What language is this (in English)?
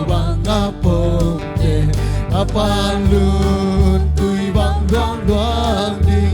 Tedim Chin